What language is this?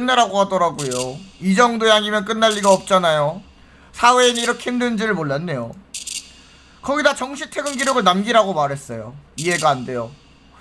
Korean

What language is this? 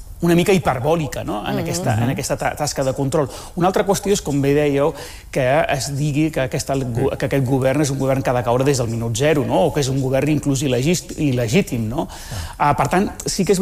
Catalan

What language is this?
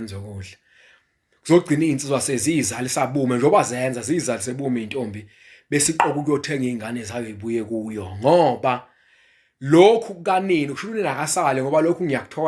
Zulu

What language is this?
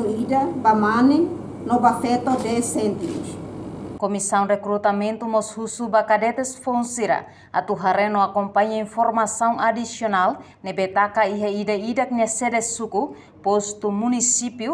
Tetum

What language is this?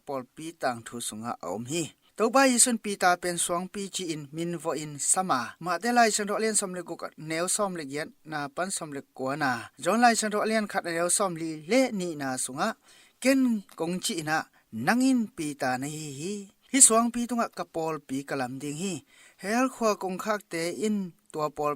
Tedim Chin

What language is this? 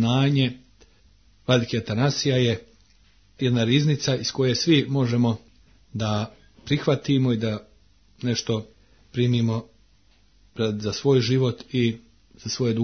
Serbian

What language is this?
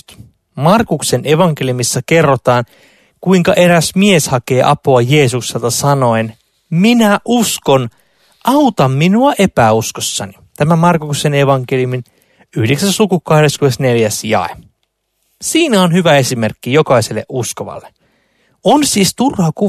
Finnish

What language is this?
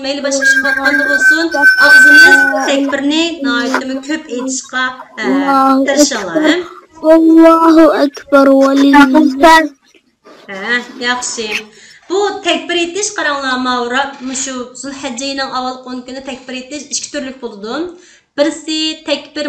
Uyghur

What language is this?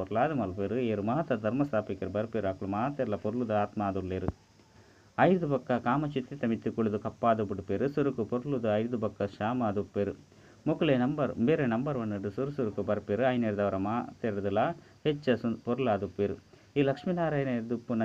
Tulu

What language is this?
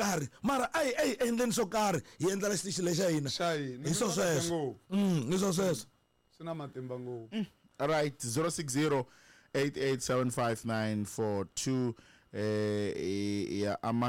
Tsonga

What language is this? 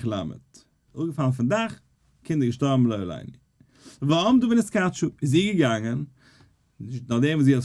Yiddish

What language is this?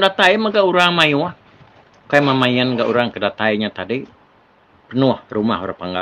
Iban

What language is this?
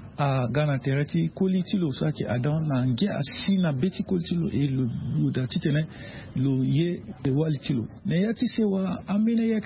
Sango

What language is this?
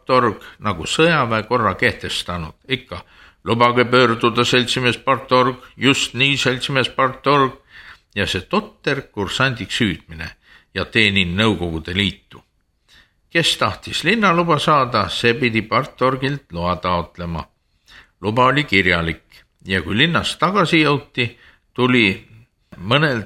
Estonian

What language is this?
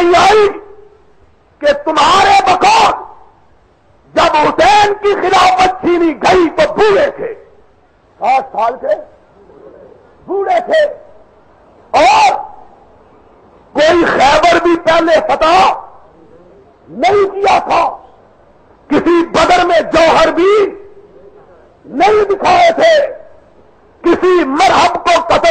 Urdu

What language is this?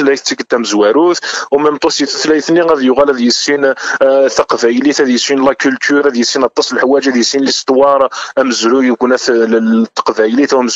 Kabyle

